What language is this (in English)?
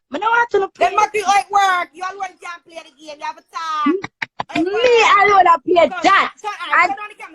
Jamaican Creole English